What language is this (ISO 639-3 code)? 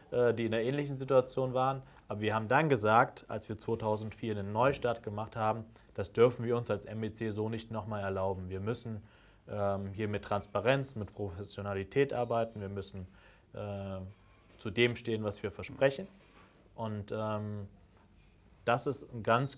deu